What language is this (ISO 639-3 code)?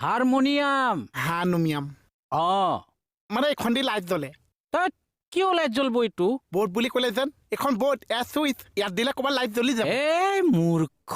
asm